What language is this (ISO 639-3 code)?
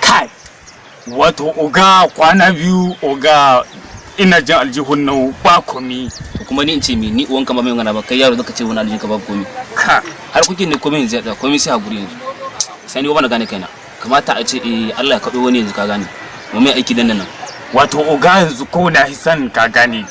hau